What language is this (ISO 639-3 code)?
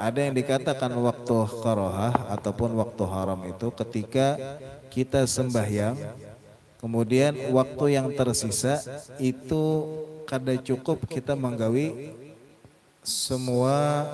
bjn